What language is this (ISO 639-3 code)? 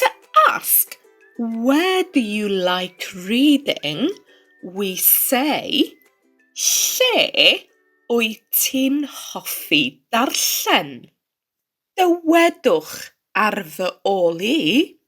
cym